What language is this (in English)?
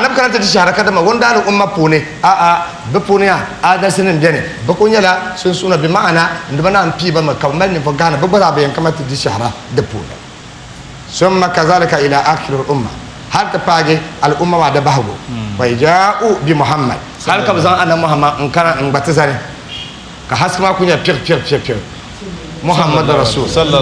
Dagbani